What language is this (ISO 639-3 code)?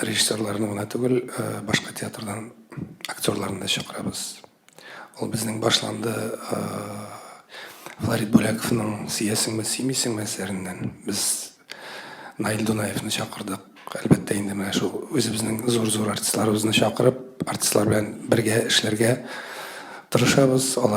tat